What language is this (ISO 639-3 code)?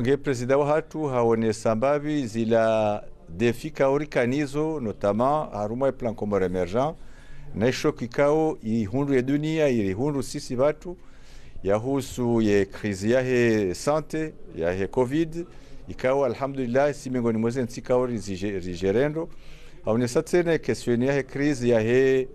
zdj